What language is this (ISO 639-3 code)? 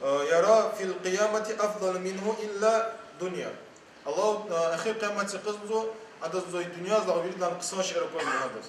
lez